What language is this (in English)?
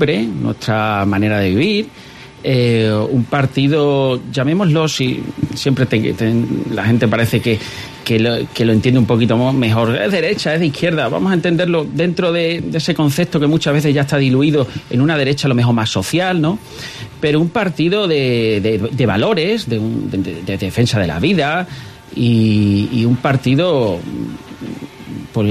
Spanish